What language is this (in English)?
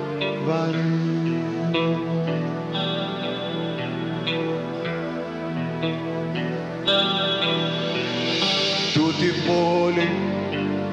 Greek